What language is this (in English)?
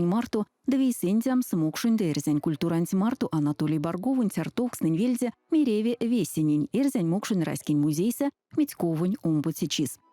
Erzya